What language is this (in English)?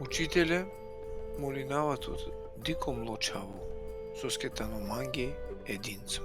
Balkan Romani